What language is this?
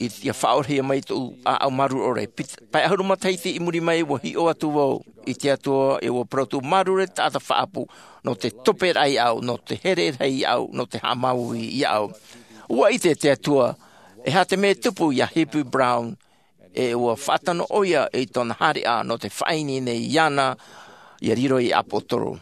Tahitian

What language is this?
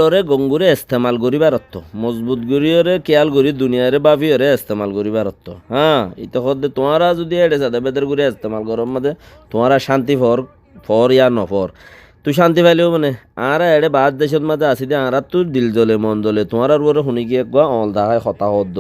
Rohingya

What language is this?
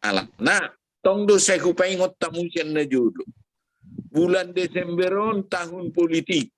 Batak Toba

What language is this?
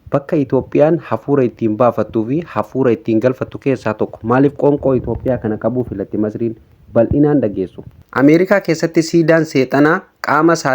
Oromo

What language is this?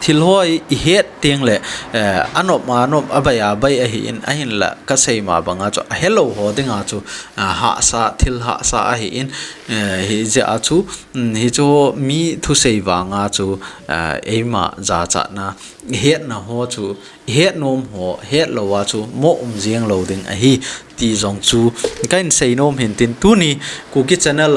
Thado Chin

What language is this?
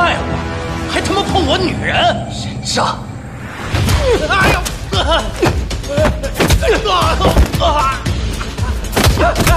Chinese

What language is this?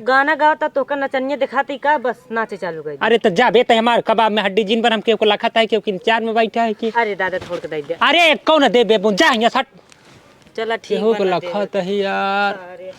Awadhi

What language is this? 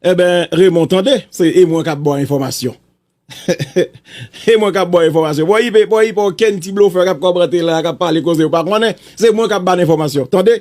Haitian Creole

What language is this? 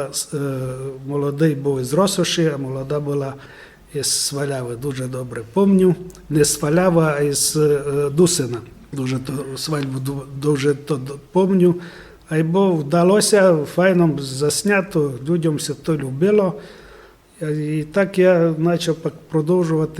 Rusyn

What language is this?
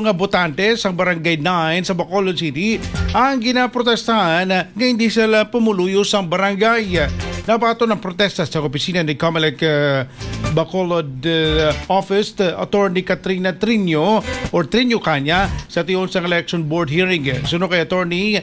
Hiligaynon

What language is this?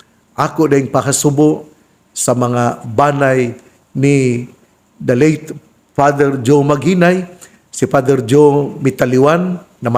Cebuano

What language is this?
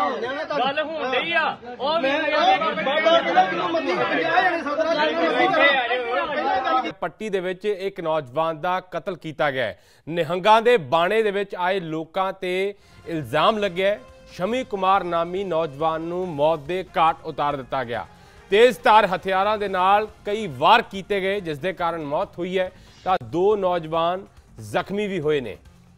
Punjabi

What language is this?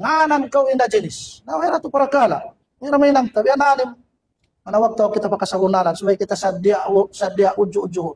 Tausug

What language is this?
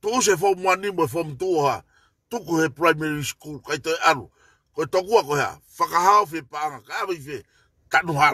Tongan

